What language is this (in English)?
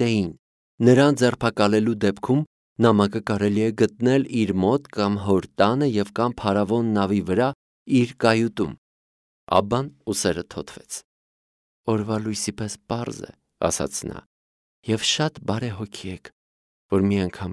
Armenian